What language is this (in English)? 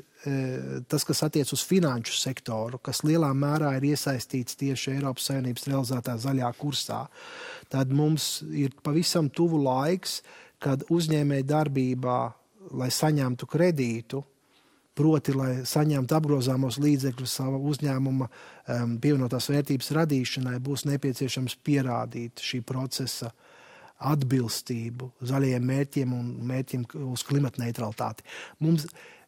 Latvian